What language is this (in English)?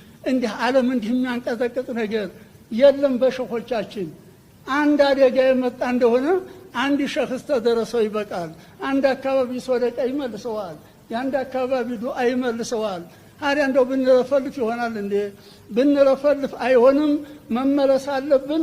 Amharic